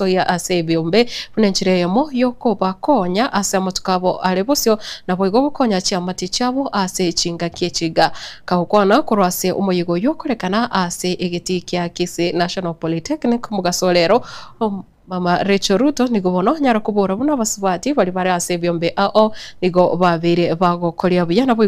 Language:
Gusii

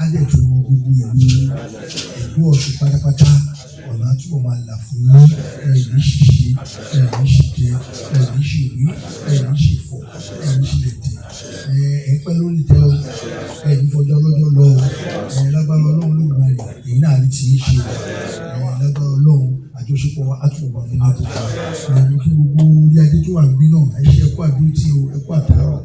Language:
Yoruba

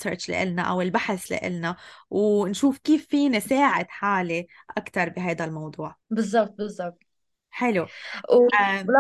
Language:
North Levantine Arabic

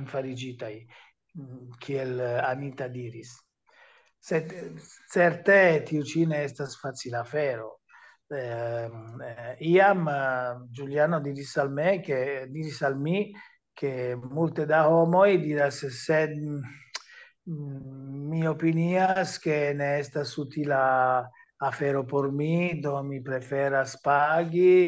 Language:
Esperanto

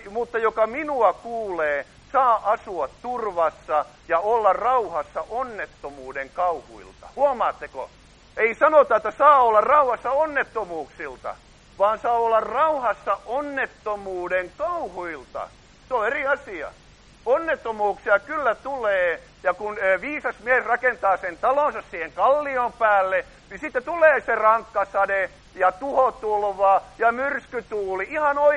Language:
Finnish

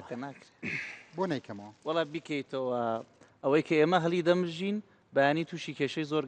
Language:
Central Kurdish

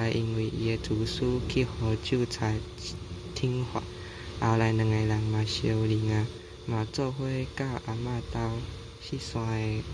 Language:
Min Nan Chinese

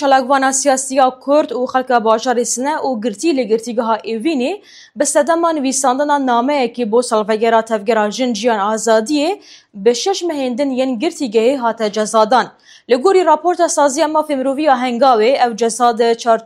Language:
Kurdish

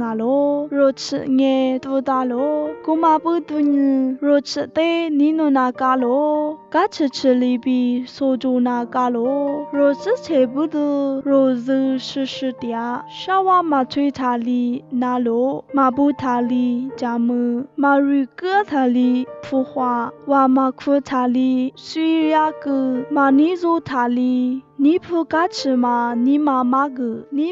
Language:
Lisu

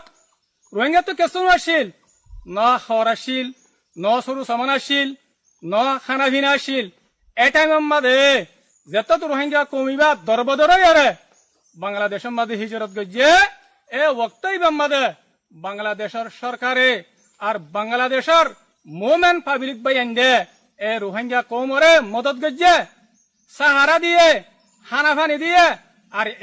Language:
Rohingya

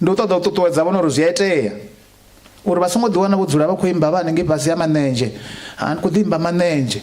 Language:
Venda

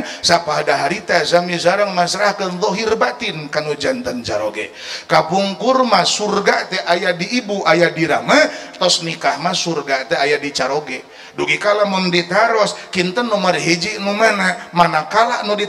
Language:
Sundanese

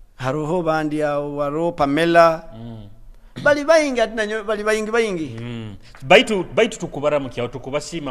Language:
Nyoro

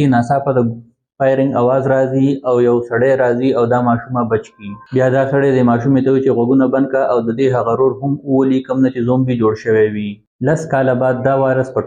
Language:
Pashto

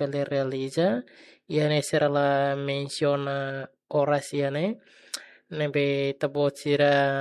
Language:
Tetum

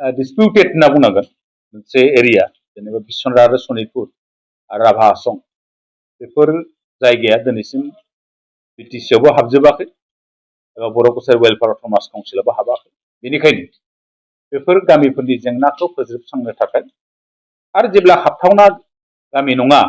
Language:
Bodo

